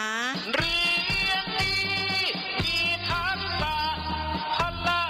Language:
Northeastern Thai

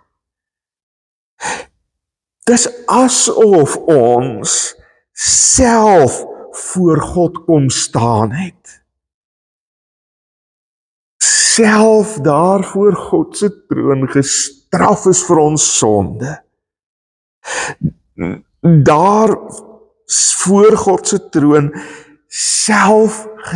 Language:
Afrikaans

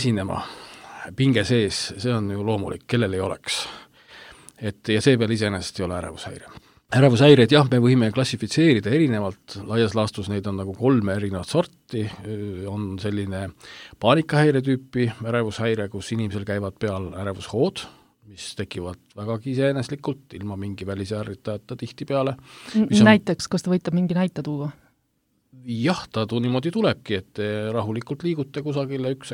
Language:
Estonian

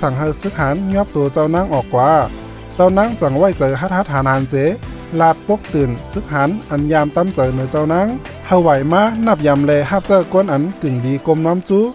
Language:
Shan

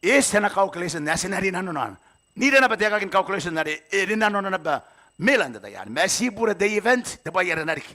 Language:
Gilbertese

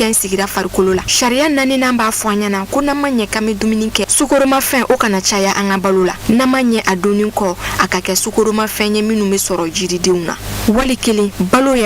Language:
Bambara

